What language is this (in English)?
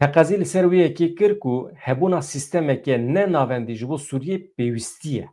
Kurdish